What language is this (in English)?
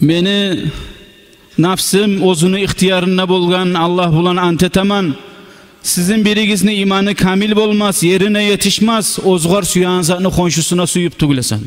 Kumyk